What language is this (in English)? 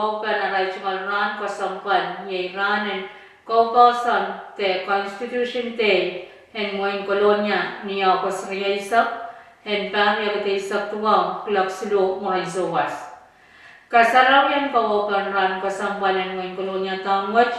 Pohnpeian